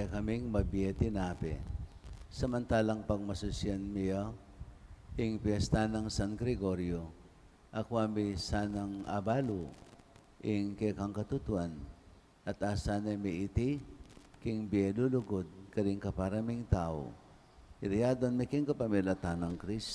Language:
Pampanga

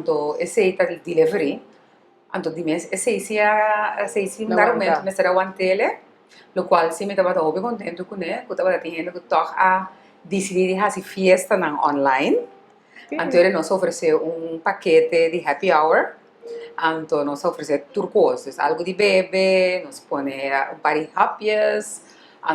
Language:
Papiamento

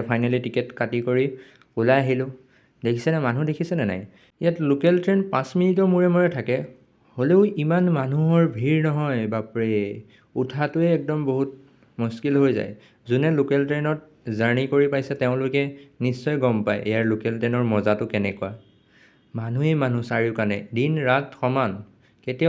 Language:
Assamese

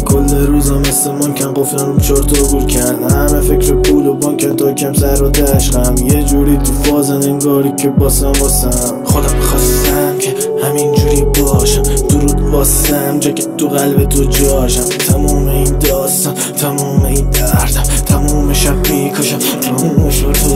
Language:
Persian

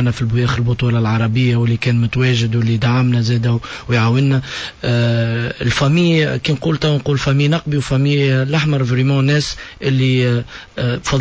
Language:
Tunisian Arabic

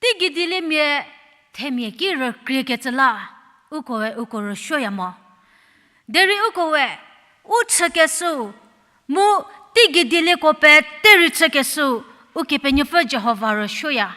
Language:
Angami Naga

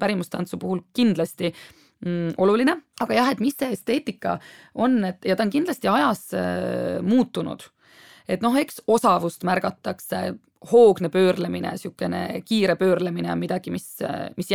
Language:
Estonian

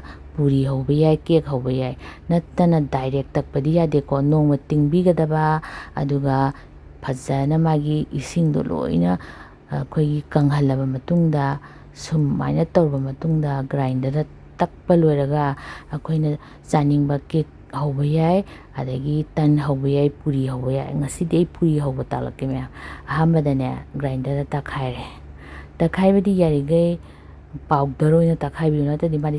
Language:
Manipuri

